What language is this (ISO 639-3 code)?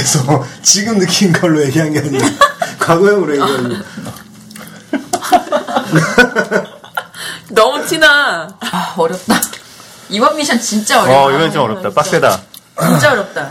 kor